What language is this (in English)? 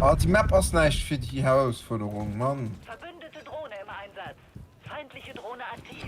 Luxembourgish